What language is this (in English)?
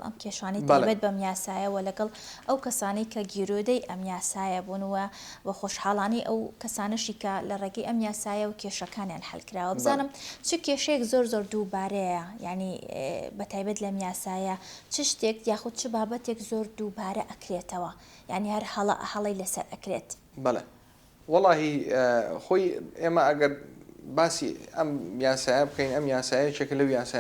Central Kurdish